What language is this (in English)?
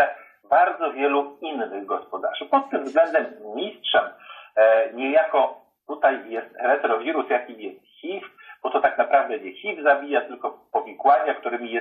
Polish